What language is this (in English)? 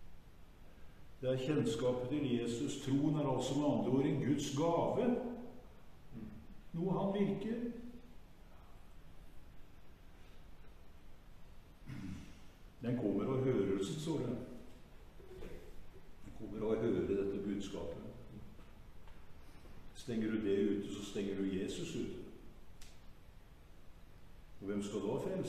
Norwegian